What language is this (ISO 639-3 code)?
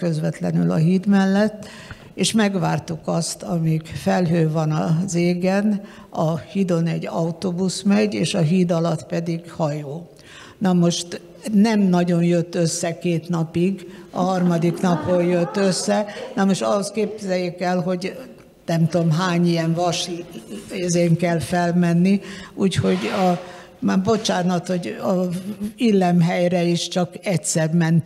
hun